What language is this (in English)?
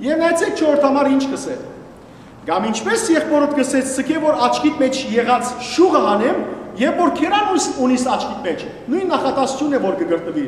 Western Armenian